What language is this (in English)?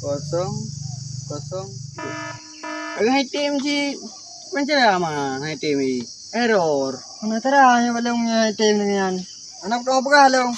Achinese